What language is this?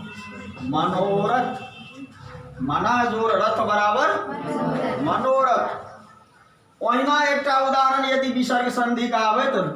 Maithili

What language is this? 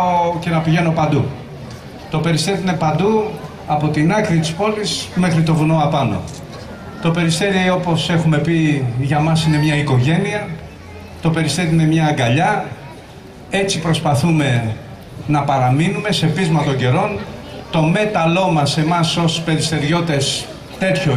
Greek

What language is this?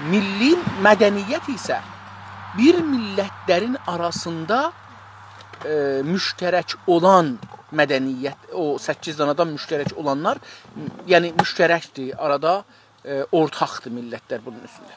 South Azerbaijani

